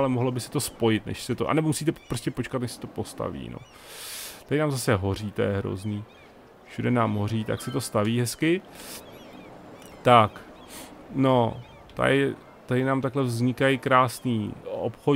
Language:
Czech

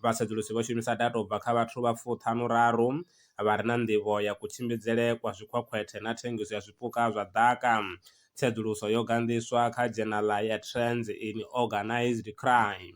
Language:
Venda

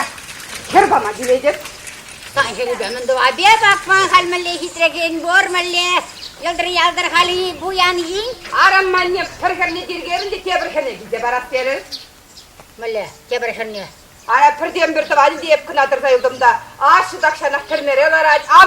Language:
Chuvash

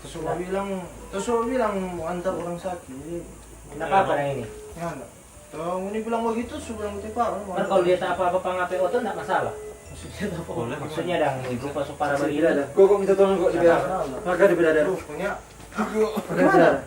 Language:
Manado Malay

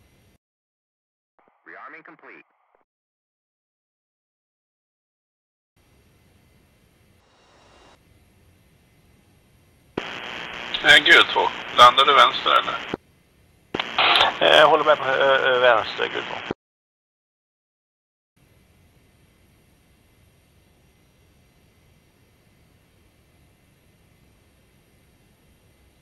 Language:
Swedish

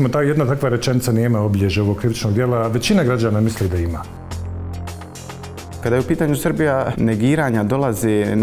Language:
Bosnian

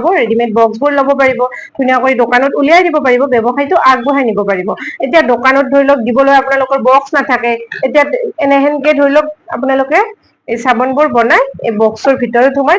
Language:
Assamese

